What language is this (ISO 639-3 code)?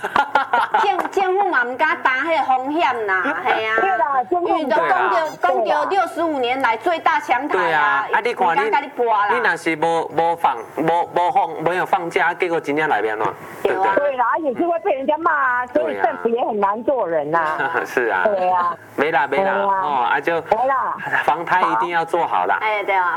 nan